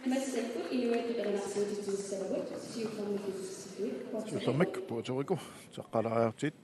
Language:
Kalaallisut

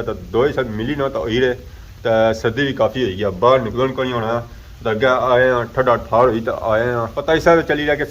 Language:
Pahari-Potwari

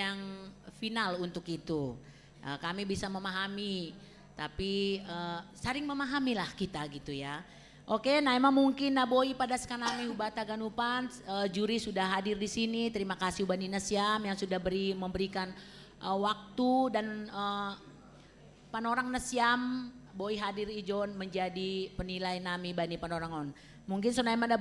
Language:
Batak Simalungun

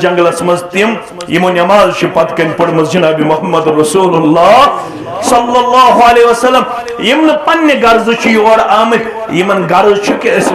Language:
Kashmiri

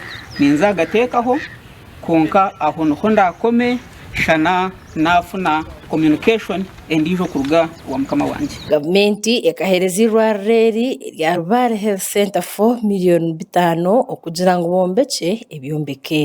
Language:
Nyankole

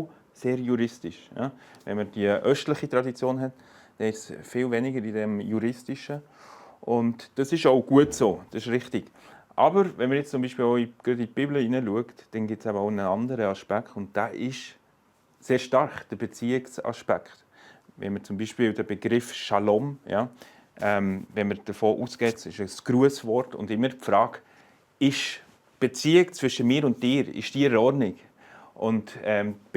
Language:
Swiss German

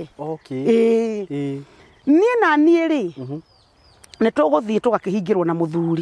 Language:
Kikuyu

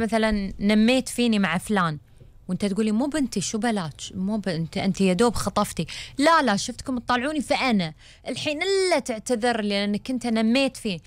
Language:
Gulf Arabic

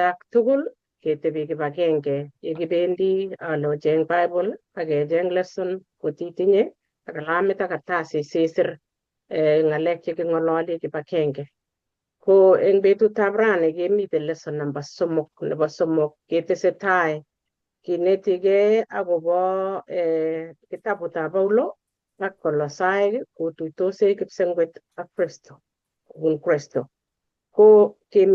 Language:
Kalenjin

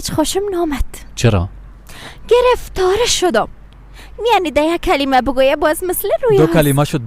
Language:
Persian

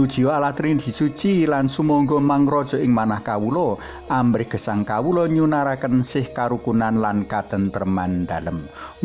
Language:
Javanese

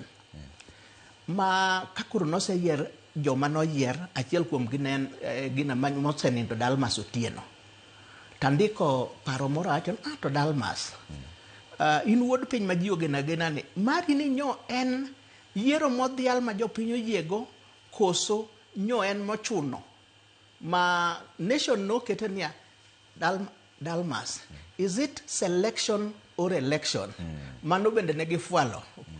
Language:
Luo (Kenya and Tanzania)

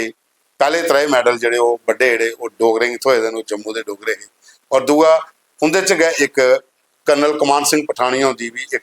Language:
Dogri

